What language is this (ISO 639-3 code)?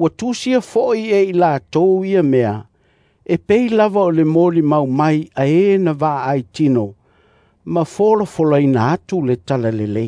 smo